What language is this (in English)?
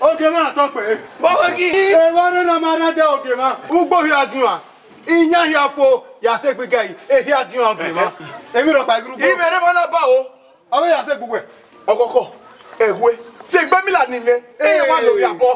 Bini